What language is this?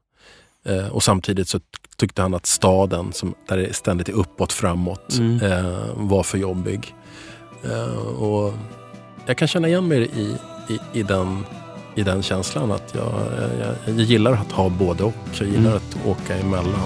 Swedish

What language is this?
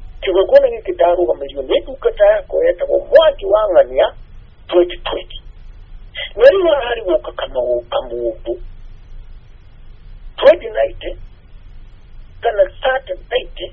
Kikuyu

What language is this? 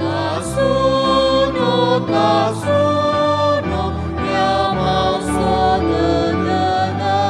Nias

